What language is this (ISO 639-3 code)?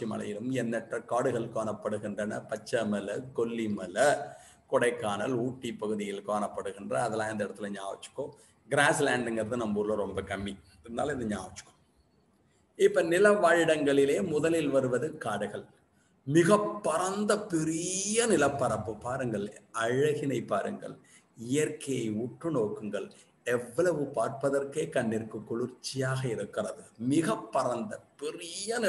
tam